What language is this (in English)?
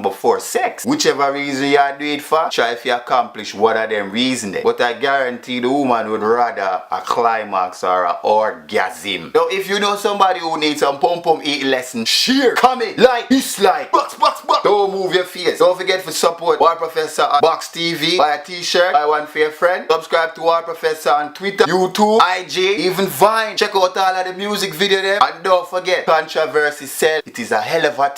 Jamaican Creole English